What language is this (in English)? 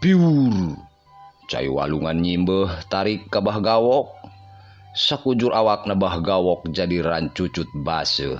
Sundanese